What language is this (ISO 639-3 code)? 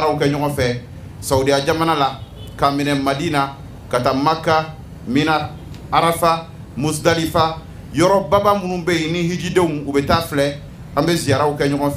bam